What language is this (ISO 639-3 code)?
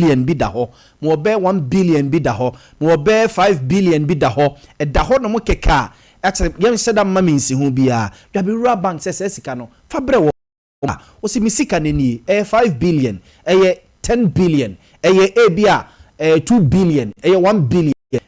aka